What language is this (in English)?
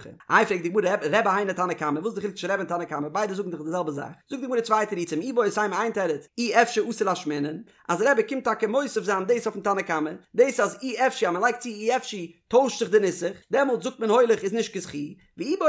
Yiddish